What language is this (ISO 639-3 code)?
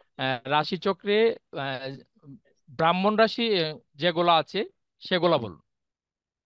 ben